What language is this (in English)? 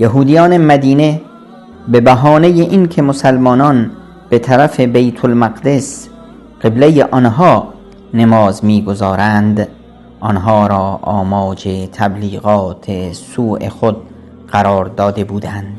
Persian